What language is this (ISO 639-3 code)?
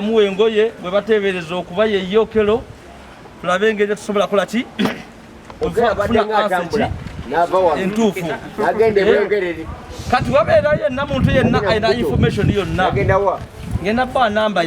lug